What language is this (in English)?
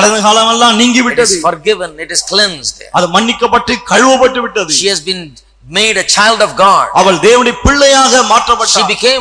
Tamil